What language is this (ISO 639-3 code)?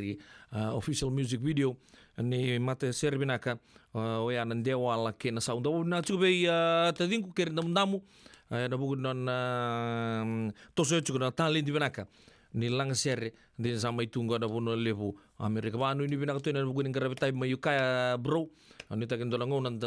fij